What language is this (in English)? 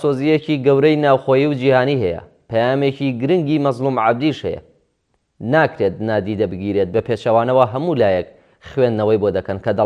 Central Kurdish